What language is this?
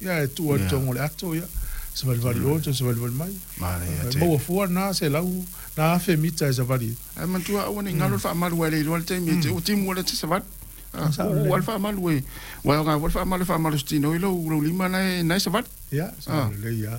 Samoan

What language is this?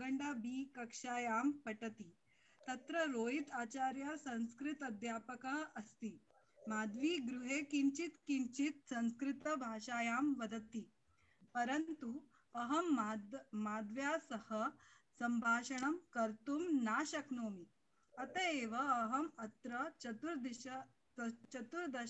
Sanskrit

